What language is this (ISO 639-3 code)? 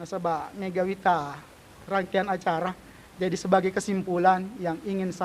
bug